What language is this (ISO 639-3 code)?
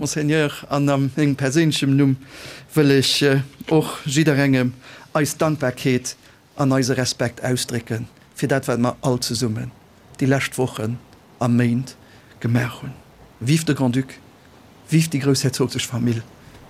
ltz